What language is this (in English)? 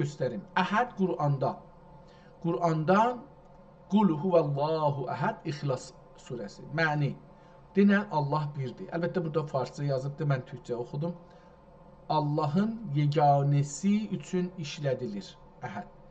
South Azerbaijani